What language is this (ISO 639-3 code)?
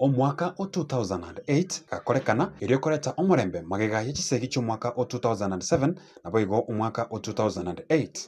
guz